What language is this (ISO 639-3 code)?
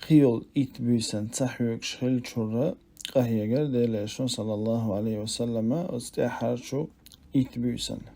che